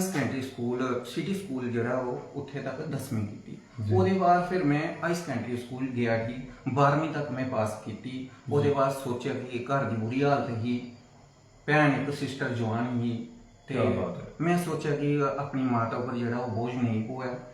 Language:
Dogri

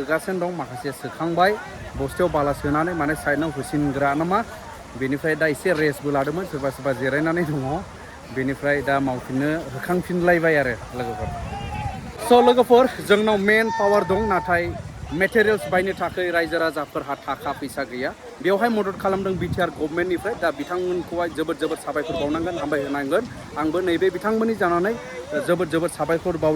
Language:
Bodo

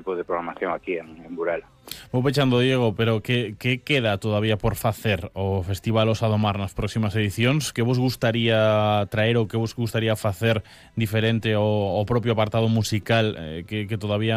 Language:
Galician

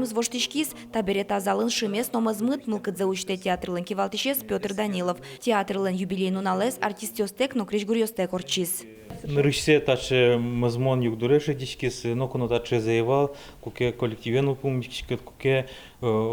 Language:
Udmurt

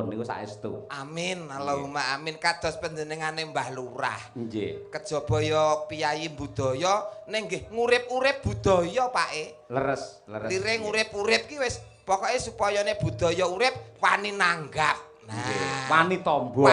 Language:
Javanese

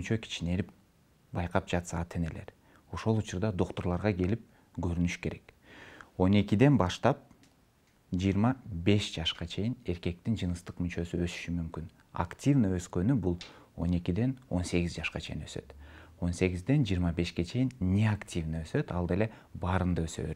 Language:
Kyrgyz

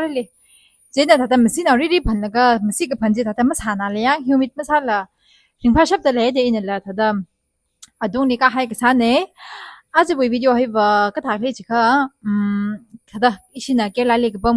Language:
Tangkhul Naga (India)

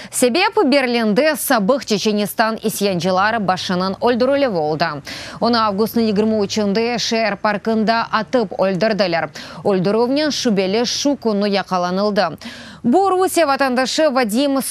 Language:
Crimean Tatar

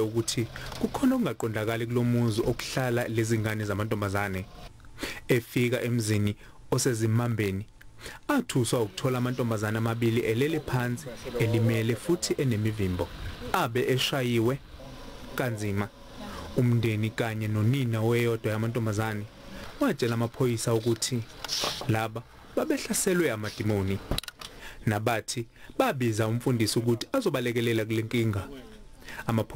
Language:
Zulu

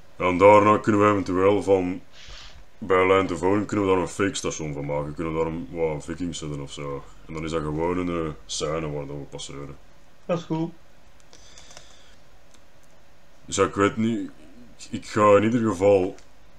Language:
Dutch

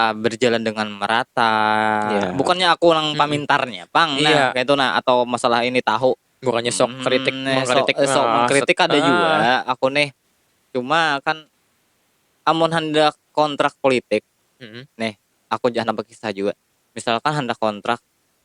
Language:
Banjar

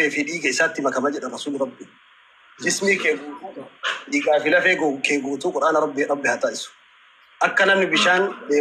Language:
Oromo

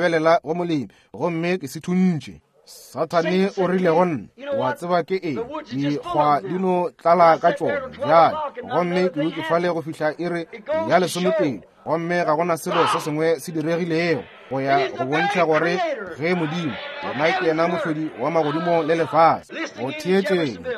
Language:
Northern Sotho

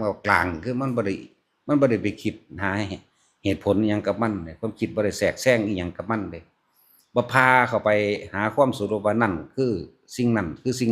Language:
Northeastern Thai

